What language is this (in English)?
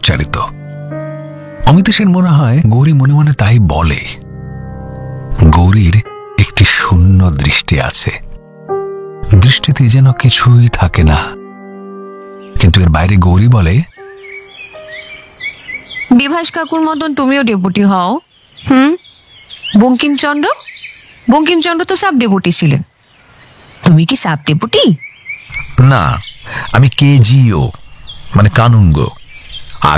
Bangla